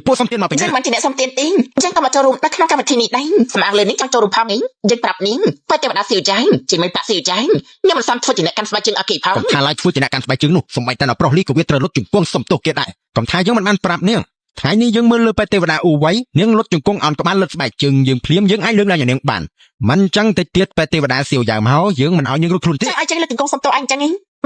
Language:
Khmer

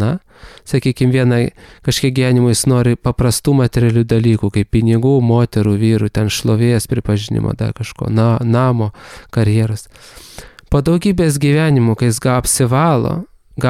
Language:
Lithuanian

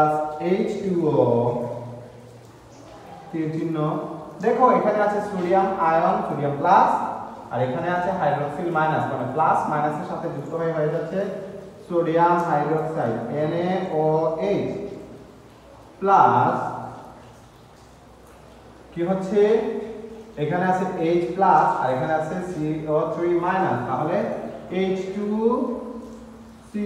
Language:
Bangla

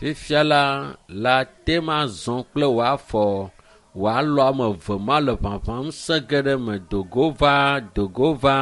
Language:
Ewe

